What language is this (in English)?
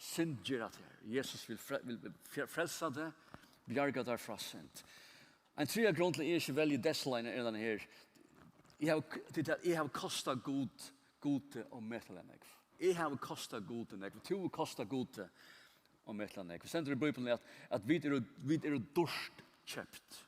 Faroese